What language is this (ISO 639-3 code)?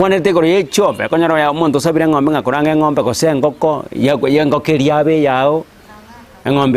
guz